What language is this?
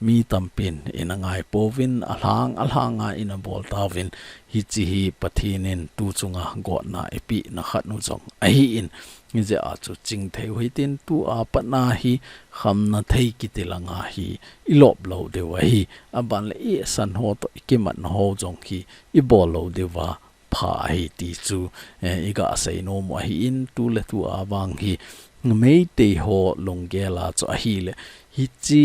Thado Chin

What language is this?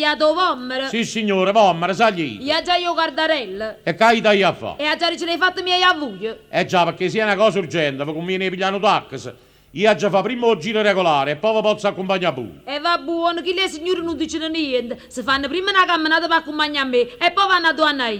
Neapolitan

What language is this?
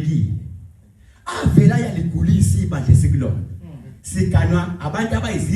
Zulu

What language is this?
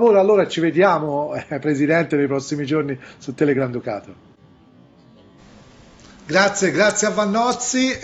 Italian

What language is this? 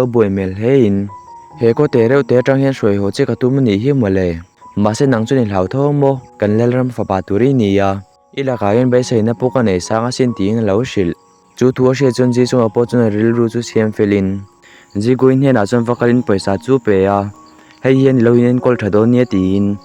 Mizo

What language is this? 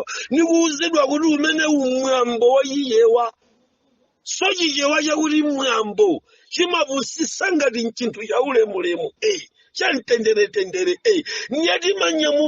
Nyanja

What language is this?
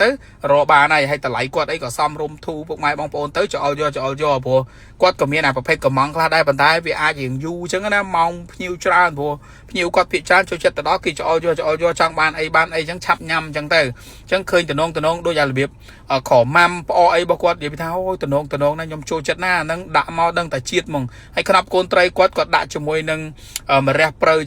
Khmer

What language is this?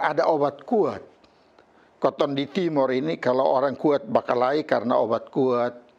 Kupang Malay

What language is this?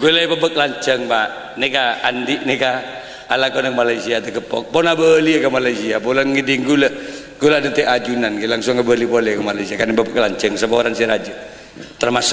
Madurese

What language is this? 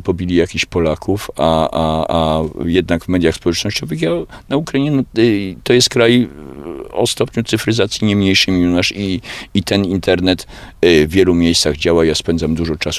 Polish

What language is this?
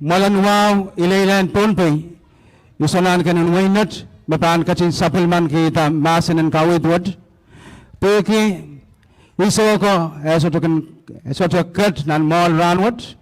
Pohnpeian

